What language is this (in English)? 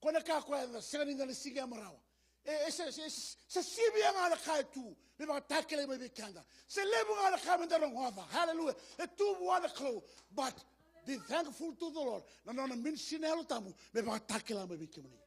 Fijian